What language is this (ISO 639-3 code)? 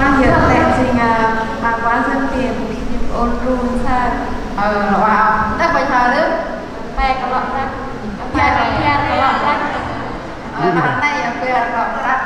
cmo